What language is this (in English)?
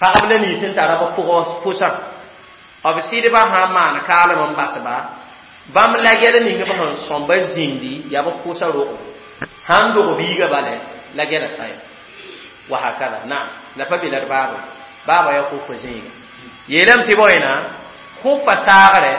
Mossi